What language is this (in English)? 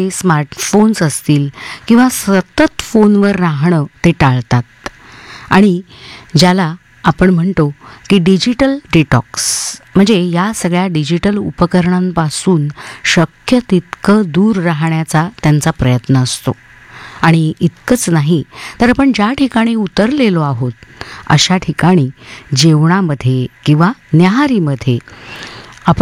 Marathi